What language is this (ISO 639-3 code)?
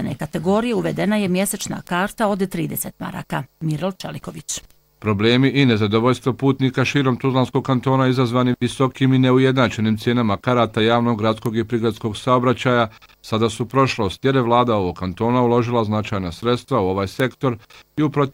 bos